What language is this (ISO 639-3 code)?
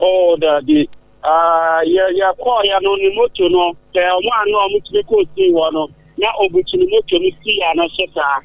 aka